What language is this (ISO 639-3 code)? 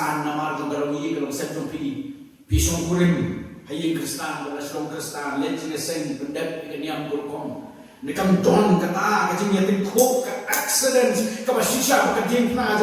kha